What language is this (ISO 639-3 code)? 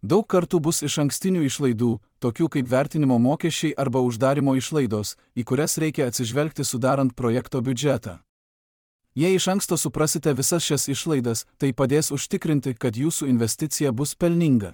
lit